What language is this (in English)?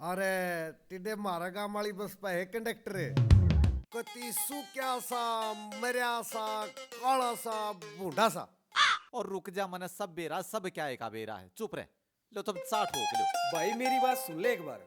Haryanvi